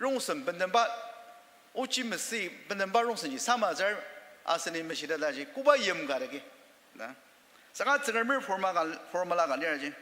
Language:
Ao Naga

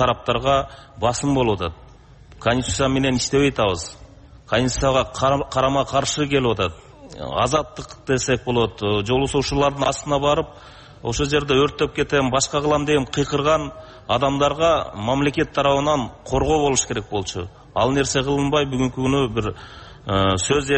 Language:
Kyrgyz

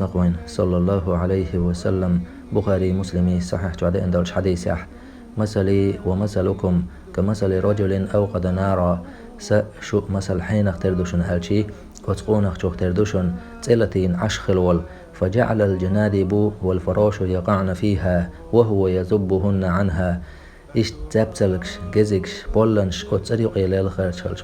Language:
Chechen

